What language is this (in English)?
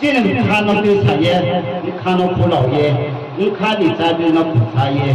Riang (India)